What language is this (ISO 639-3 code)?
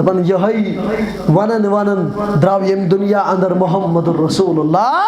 kas